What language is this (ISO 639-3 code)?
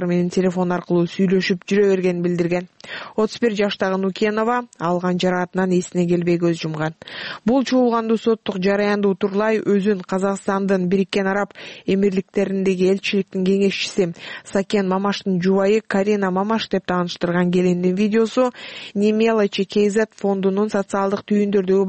kir